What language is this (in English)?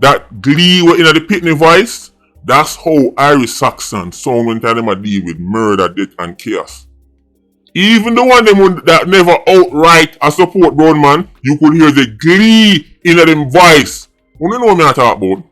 Jamaican Creole English